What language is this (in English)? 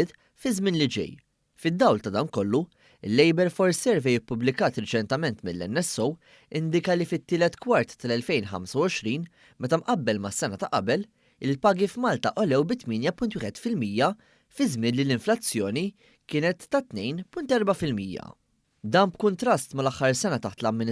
Maltese